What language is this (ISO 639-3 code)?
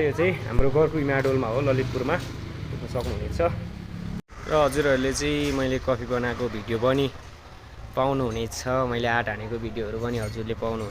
nep